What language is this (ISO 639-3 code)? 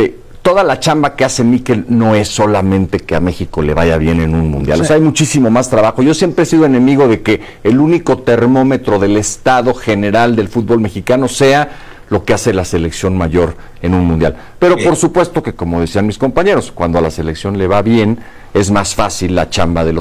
spa